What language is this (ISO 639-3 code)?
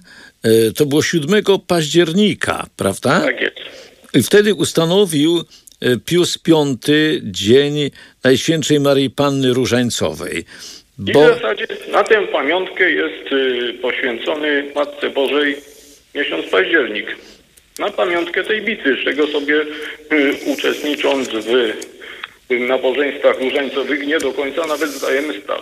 pol